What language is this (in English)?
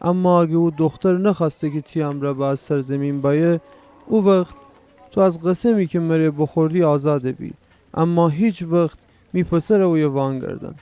Gilaki